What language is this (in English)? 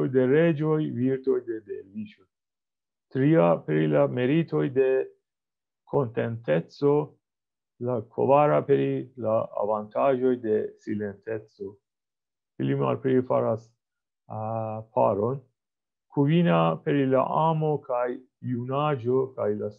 Esperanto